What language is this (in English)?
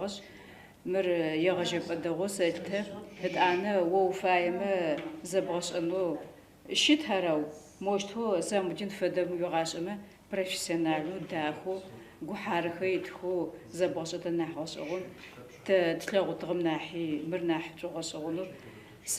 Adyghe